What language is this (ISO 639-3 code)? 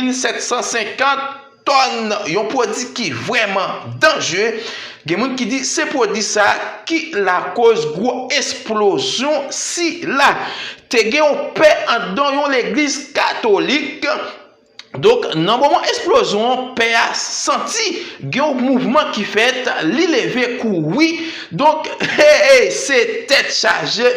hat